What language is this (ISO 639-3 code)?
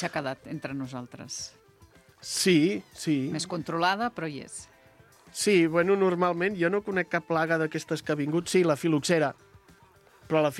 cat